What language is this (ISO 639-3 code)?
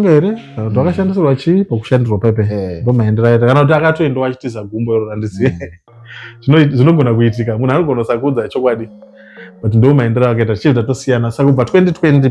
sna